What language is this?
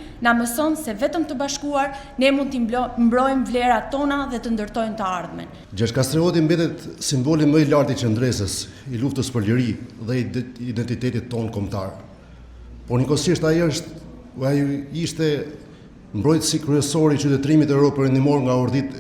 Albanian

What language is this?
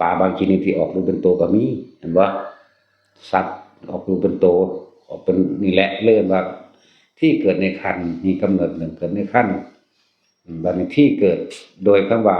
Northeastern Thai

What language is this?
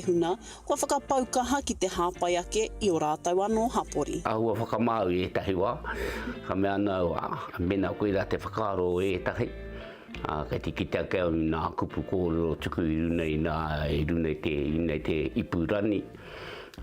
Māori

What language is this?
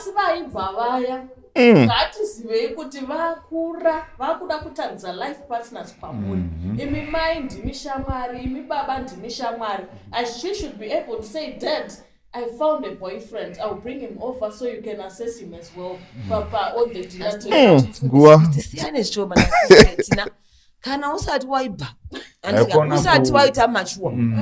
Shona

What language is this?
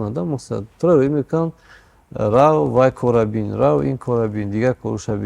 Tajik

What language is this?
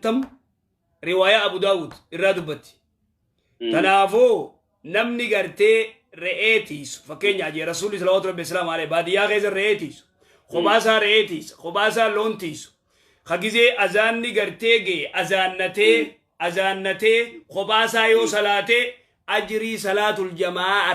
Oromo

